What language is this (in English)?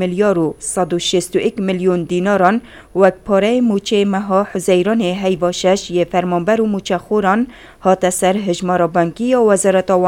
Kurdish